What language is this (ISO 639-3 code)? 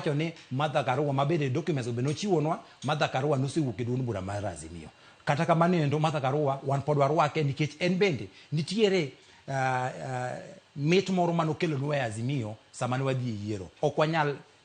luo